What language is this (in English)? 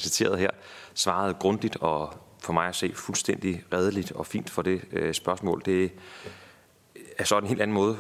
Danish